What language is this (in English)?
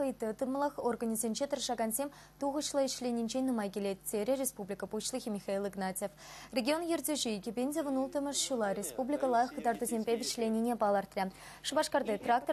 Chuvash